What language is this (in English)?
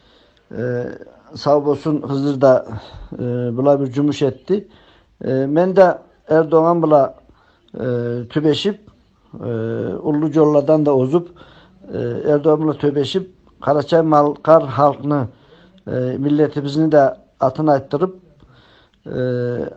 Karachay-Balkar